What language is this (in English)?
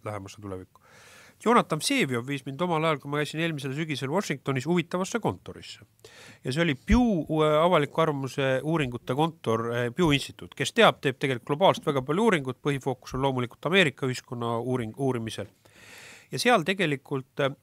Estonian